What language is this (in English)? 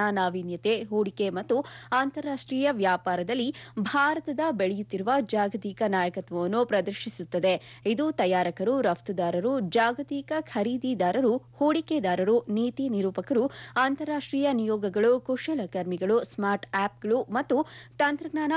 Kannada